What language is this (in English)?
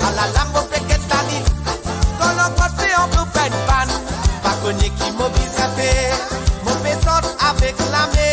Morisyen